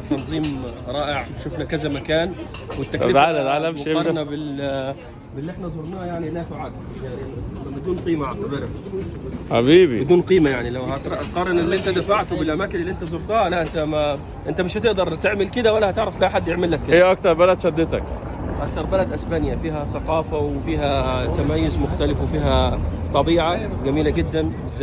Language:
Egyptian Arabic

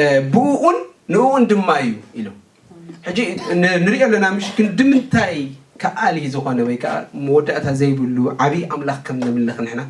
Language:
Tigrinya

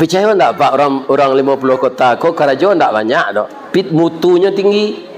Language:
Minangkabau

